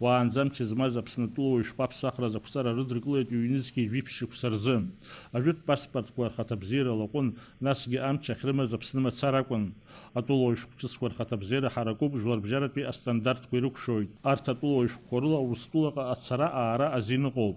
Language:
Abkhazian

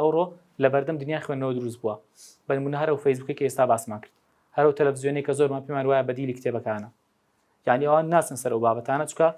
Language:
Central Kurdish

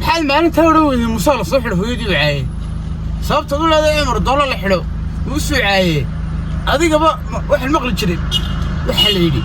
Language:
Somali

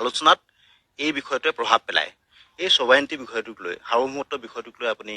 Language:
Assamese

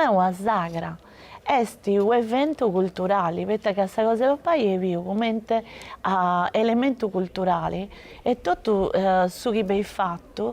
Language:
Sardinian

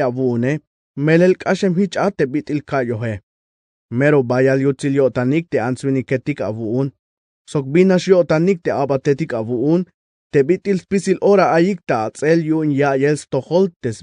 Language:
Tzeltal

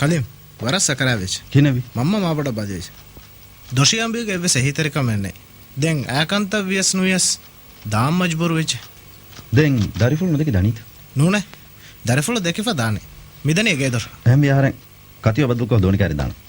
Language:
Divehi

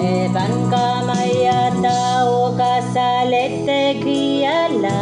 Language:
Pohnpeian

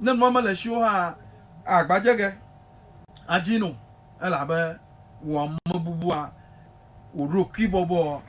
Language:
Ewe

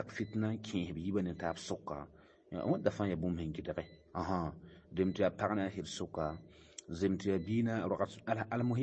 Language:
Mossi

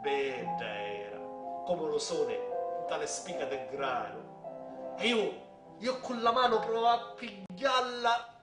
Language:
Sicilian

